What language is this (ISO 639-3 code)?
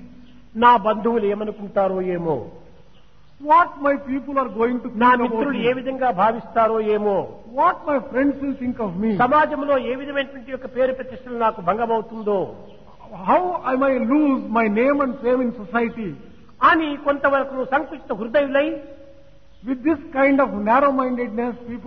tel